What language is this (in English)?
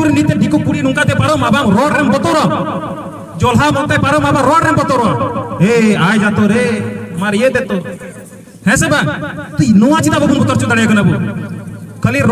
Santali